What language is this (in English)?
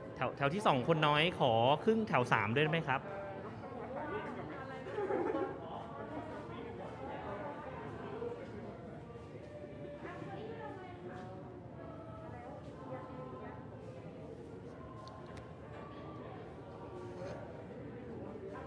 Thai